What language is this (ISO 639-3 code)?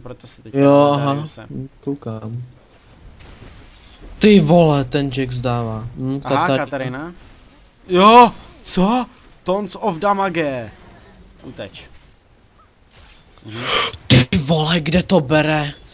ces